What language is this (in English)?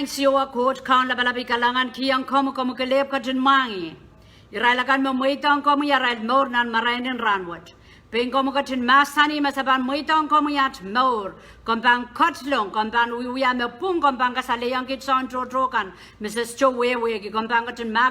Pohnpeian